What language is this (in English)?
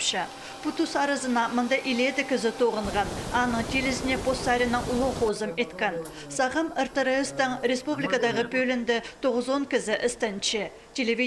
Khakas